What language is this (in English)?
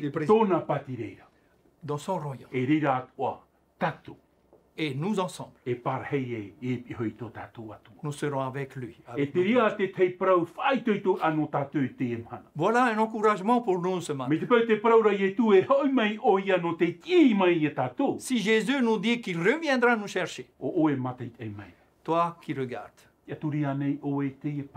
Tahitian